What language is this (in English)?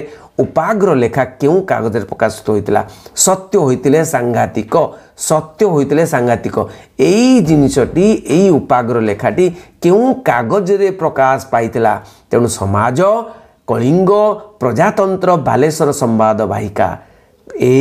Odia